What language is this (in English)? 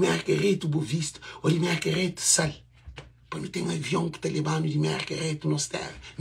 Kabuverdianu